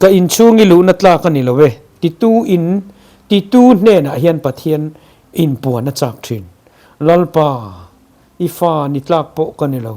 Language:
Mizo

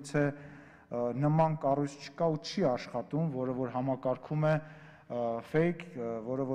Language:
Armenian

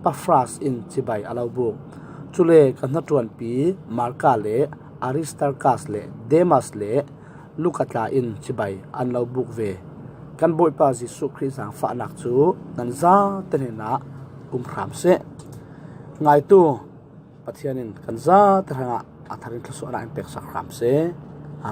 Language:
Falam Chin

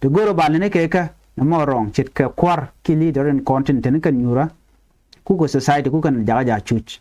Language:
Nuer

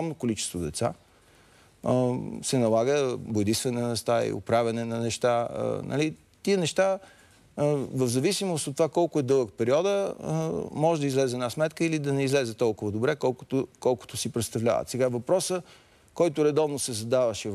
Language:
Bulgarian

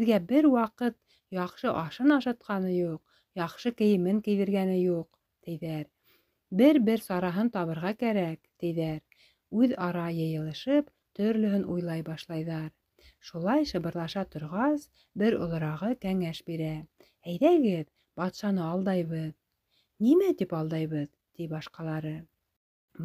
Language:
Bashkir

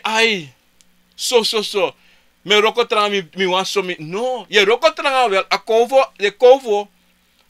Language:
Sranan Tongo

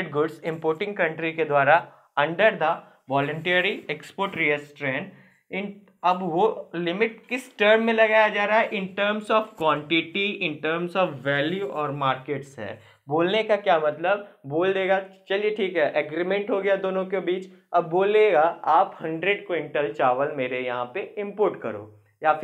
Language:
Hindi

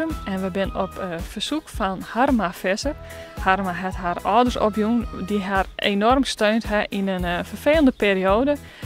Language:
Western Frisian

